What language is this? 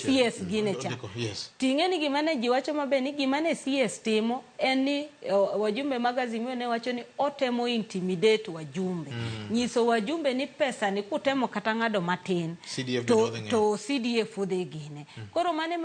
Luo (Kenya and Tanzania)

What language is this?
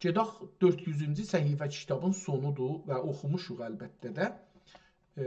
South Azerbaijani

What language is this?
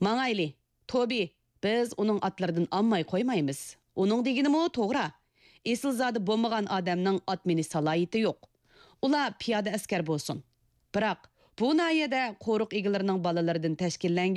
Uyghur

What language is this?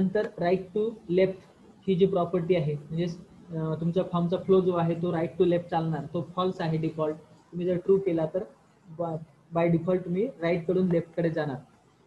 Marathi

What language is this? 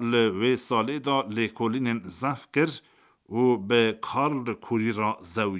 Kurdish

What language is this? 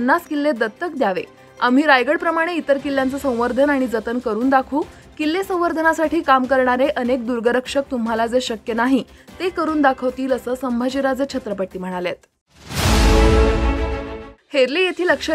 Marathi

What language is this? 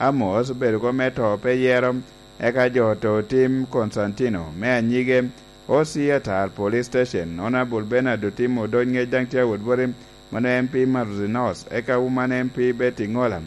Lango (Uganda)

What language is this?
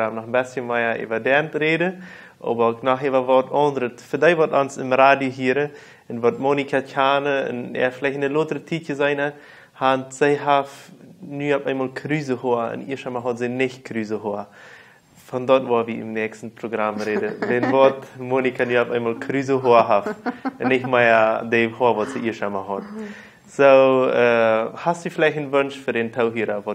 Plautdietsch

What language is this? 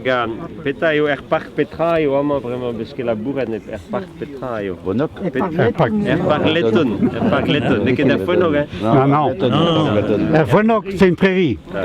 Breton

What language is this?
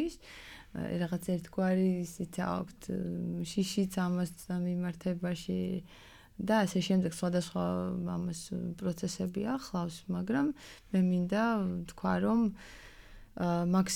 Georgian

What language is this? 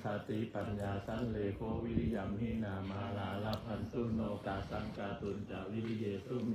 Pali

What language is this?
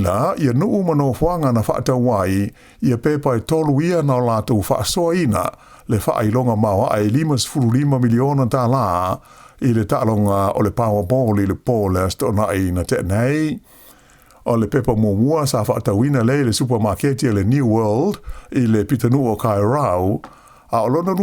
Samoan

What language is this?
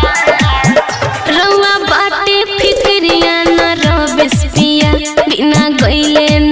Bhojpuri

